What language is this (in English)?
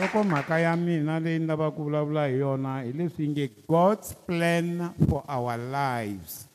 Tsonga